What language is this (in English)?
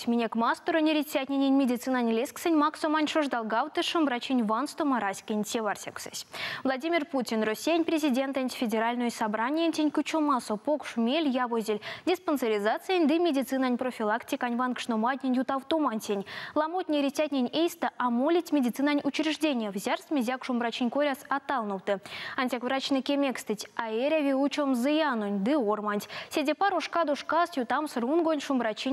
Erzya